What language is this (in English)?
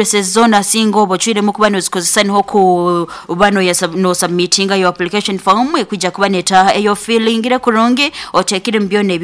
Nyankole